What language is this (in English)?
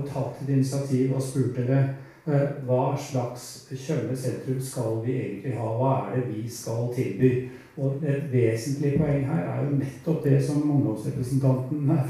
Norwegian